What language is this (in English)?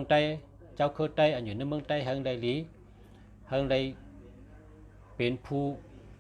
Shan